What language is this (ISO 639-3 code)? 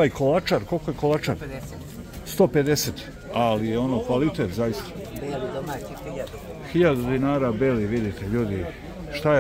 srp